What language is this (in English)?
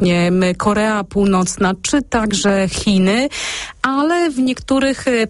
Polish